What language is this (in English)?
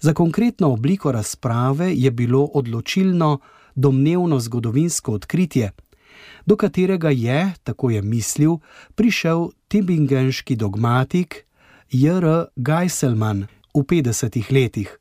Slovenian